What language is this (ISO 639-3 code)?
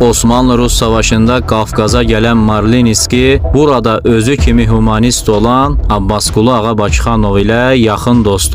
aze